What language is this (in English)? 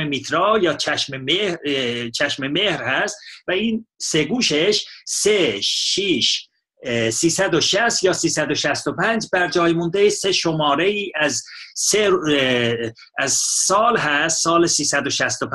Persian